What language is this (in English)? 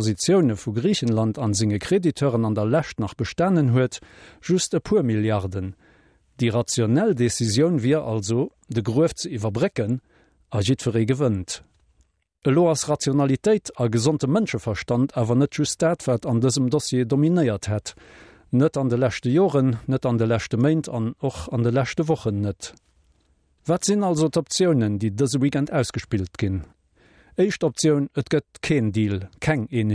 Luxembourgish